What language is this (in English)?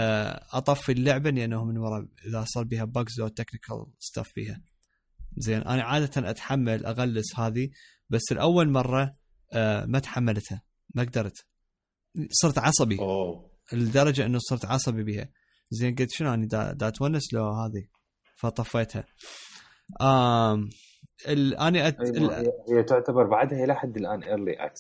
Mesopotamian Arabic